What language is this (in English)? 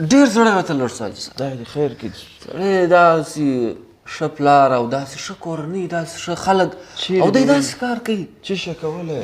Pashto